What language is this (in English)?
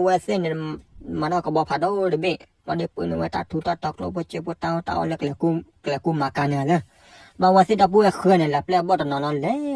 S'gaw Karen